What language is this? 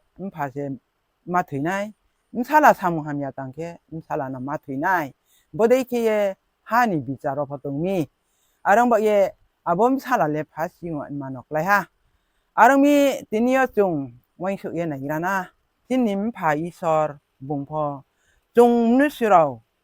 Riang (India)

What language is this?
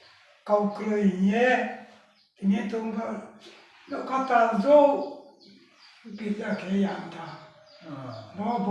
Riang (India)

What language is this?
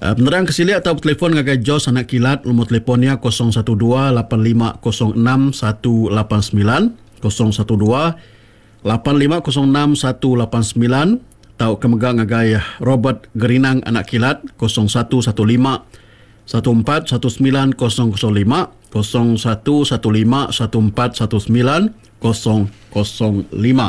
Iban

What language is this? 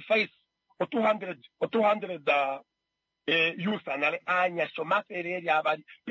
Kuanyama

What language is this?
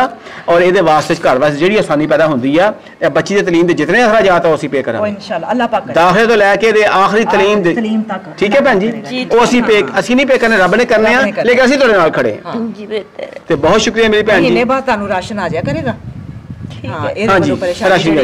Punjabi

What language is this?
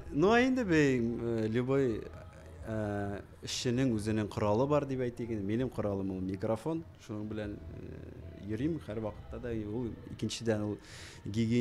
Tatar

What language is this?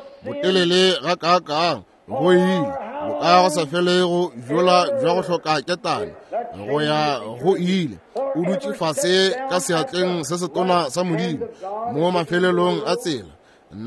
Northern Sotho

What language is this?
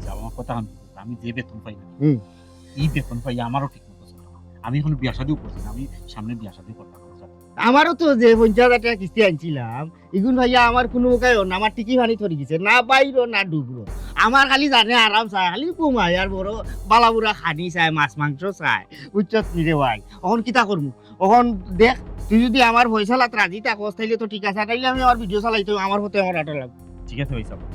Sylheti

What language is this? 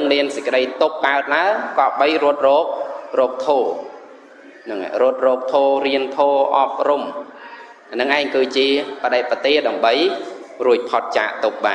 Khmer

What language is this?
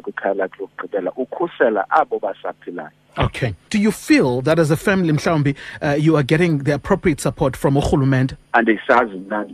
Xhosa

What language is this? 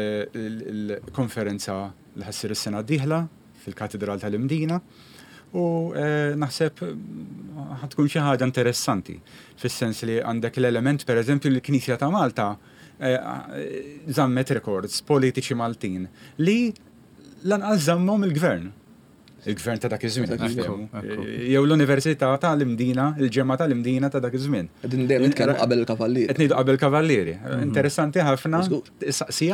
Maltese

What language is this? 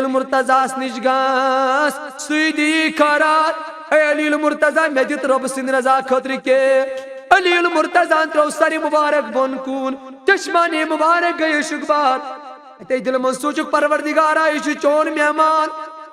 Kashmiri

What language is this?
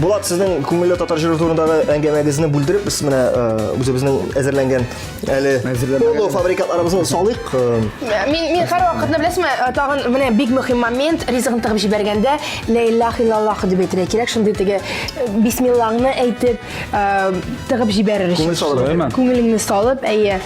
Tatar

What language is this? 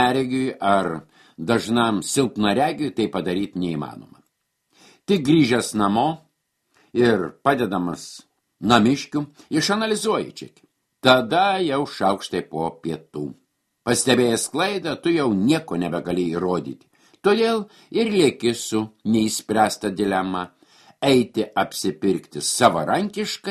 Lithuanian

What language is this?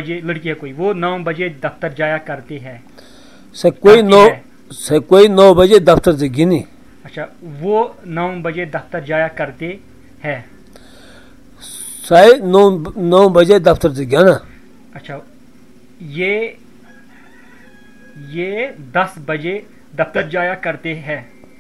Urdu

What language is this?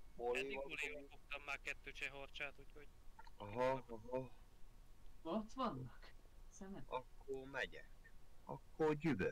Hungarian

